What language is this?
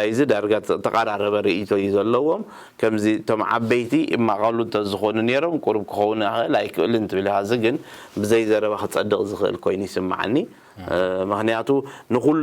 Tigrinya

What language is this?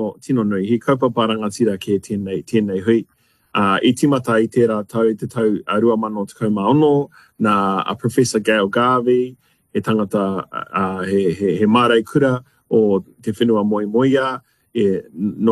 Māori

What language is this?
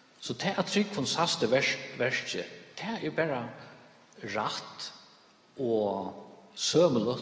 Faroese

